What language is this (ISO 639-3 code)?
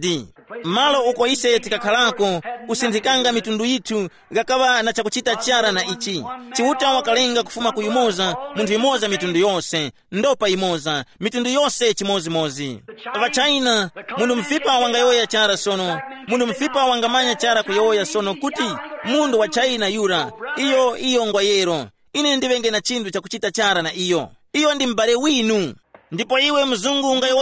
tum